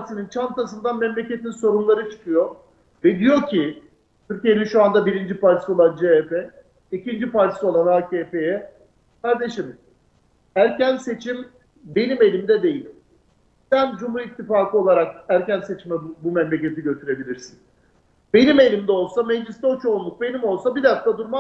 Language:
Turkish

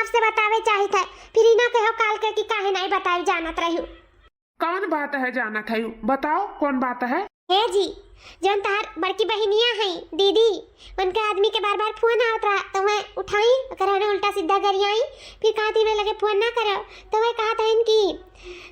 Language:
Awadhi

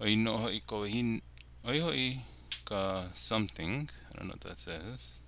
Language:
Hawaiian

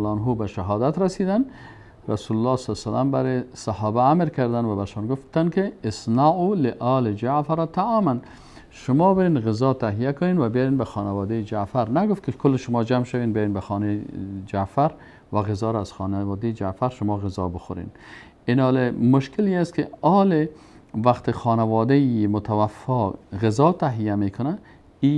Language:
Persian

